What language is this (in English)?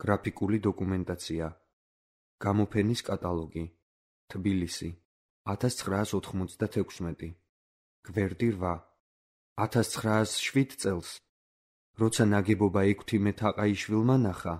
Georgian